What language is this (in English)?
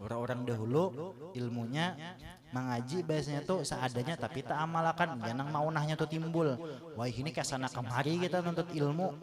Banjar